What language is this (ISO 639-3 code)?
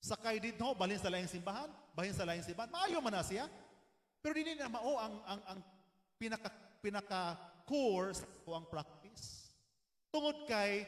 ceb